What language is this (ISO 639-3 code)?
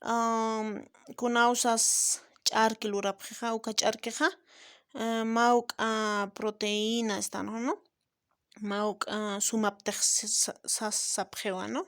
aym